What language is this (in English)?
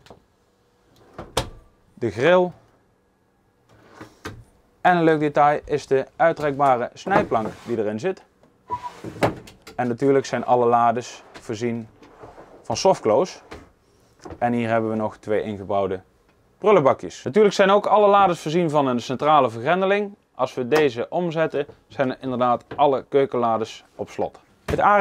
Dutch